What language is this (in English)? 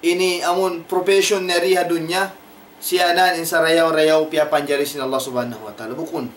Tausug